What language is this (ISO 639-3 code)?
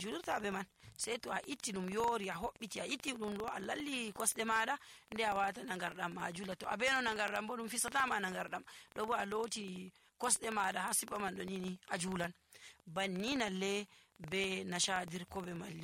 fuv